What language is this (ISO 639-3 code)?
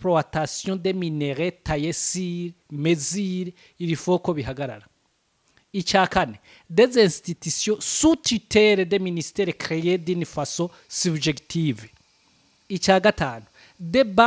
run